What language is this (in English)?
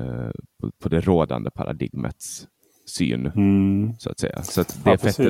Swedish